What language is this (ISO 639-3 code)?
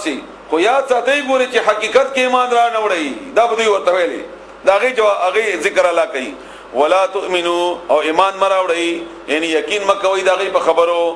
pus